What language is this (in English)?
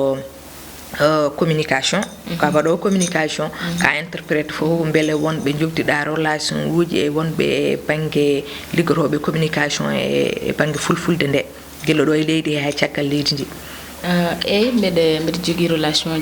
Fula